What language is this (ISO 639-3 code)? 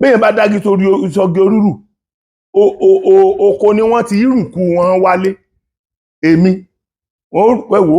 yor